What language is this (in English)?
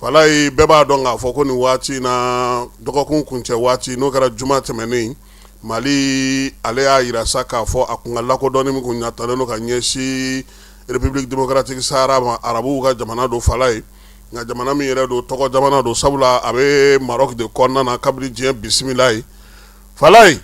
Bambara